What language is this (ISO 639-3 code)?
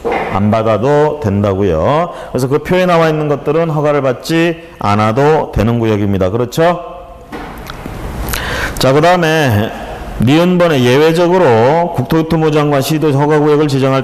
kor